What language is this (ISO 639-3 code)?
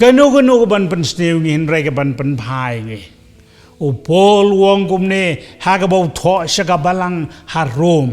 kha